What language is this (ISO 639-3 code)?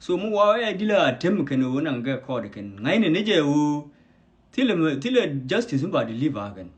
nus